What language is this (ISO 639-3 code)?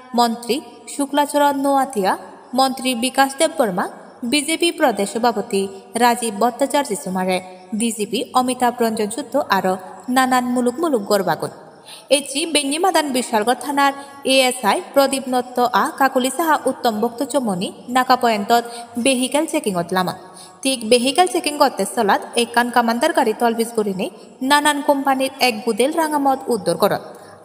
ccp